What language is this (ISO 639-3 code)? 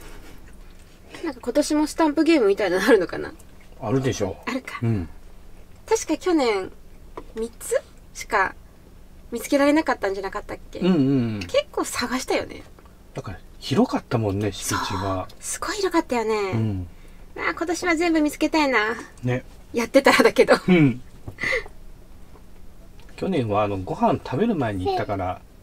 jpn